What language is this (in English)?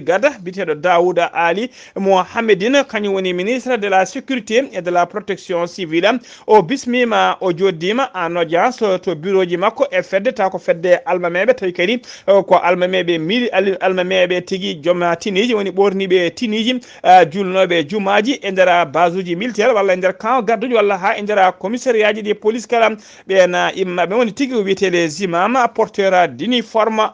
Fula